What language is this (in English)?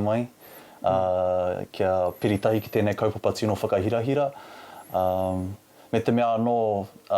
Māori